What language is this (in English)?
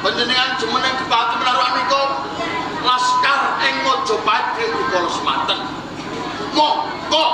Javanese